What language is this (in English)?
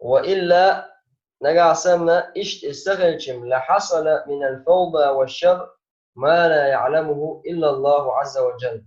Chechen